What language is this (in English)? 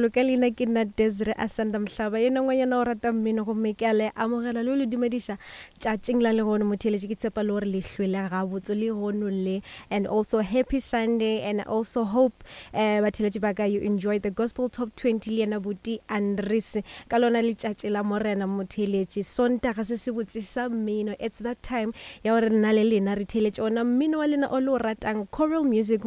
Northern Sotho